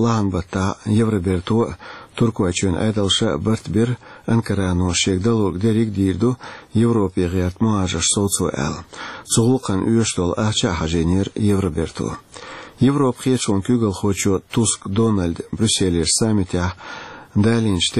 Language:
Chechen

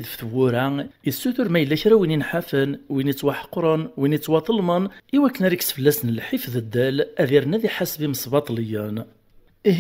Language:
Kabyle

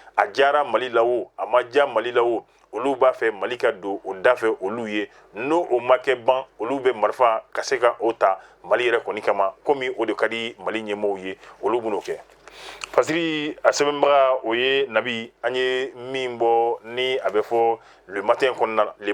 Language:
Bambara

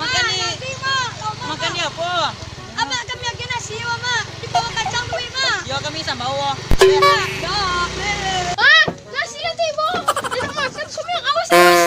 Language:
Minangkabau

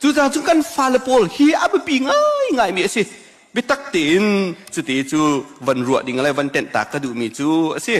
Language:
Hakha Chin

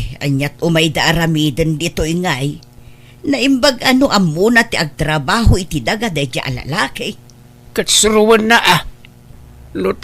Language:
Iloko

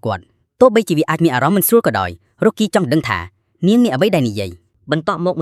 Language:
Khmer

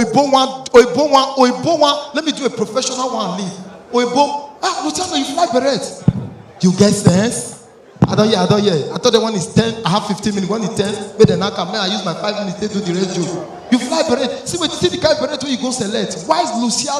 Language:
Nigerian Pidgin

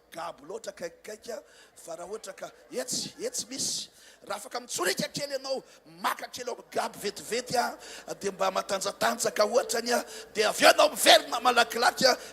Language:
Malagasy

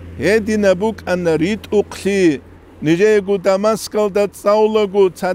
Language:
Avaric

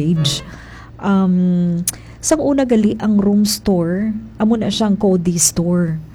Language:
Hiligaynon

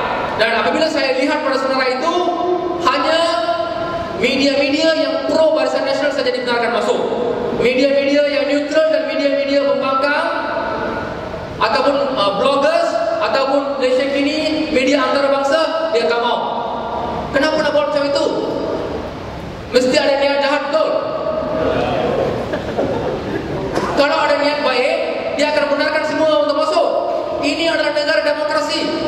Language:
Malay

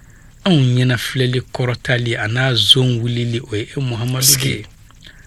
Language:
Bambara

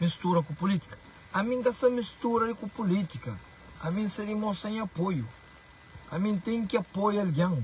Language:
Kabuverdianu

